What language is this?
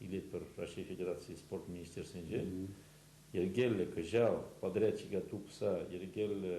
Chuvash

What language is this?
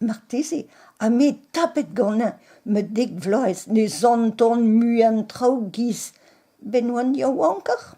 Breton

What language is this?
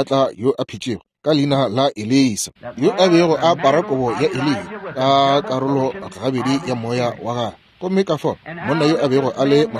Northern Sotho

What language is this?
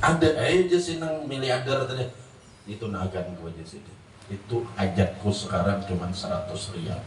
Banjar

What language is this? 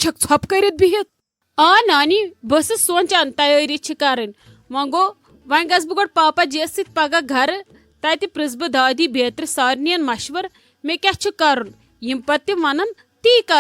Kashmiri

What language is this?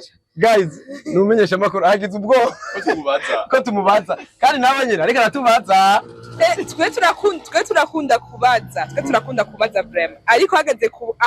Rundi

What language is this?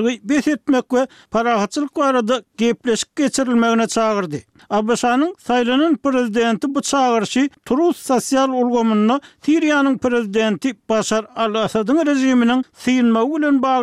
Turkmen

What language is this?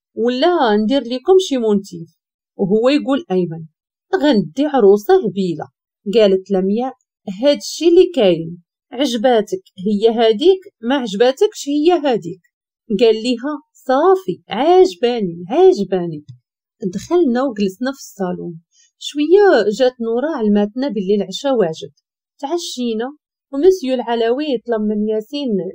Moroccan Arabic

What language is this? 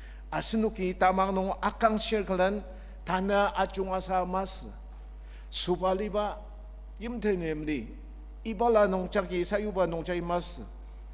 Ao Naga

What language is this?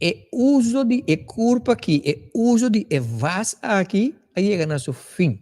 Papiamento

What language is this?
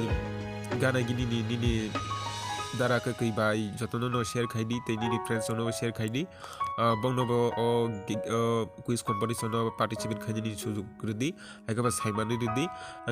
Kok Borok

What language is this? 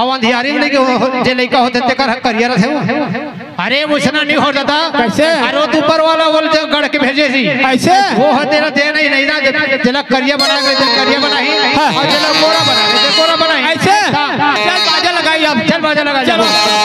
Chhattisgarhi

